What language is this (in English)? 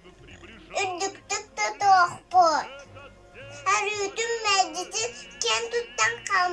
Yakut